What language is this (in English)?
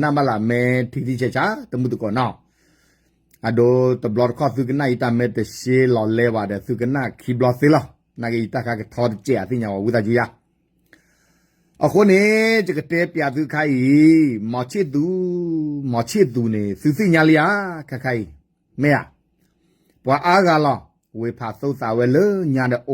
S'gaw Karen